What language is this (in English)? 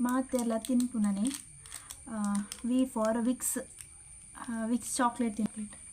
Tulu